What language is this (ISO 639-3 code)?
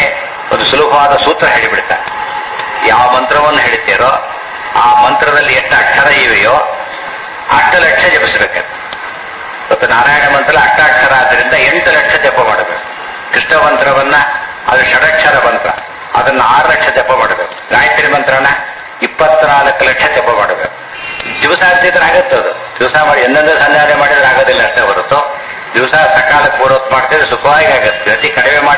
kan